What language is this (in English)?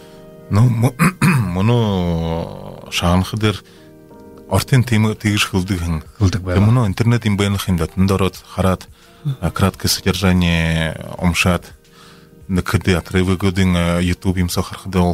Buriat